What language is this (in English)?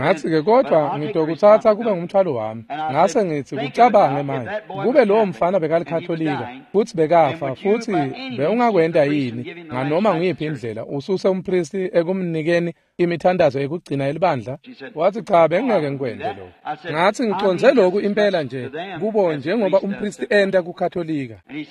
Swati